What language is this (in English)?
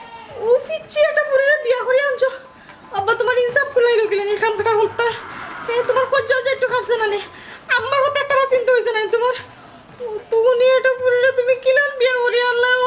Sylheti